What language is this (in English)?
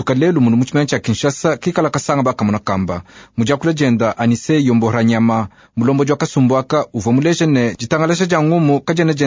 Luba-Lulua